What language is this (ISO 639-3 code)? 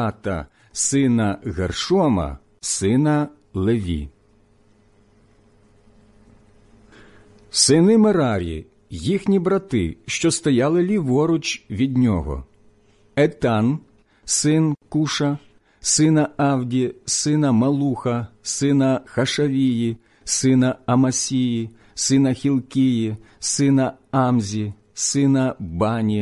ukr